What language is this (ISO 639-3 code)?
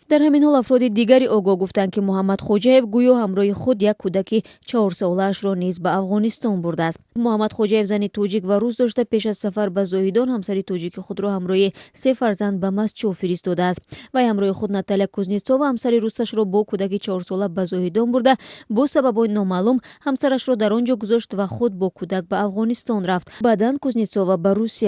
tgk